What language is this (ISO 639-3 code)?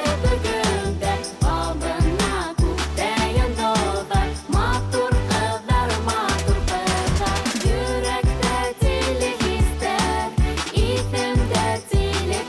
bak